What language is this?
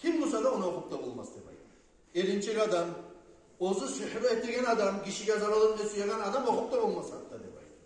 Kumyk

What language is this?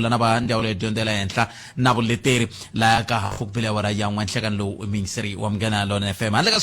Tsonga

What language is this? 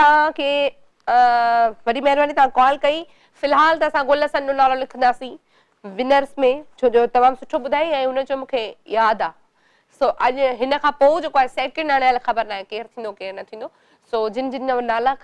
Sindhi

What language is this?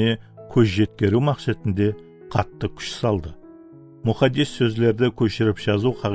Kara-Kalpak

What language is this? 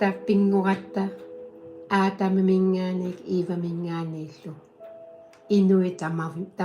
Kalaallisut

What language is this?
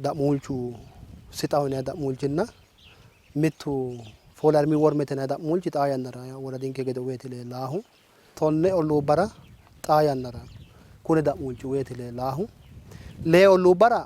Sidamo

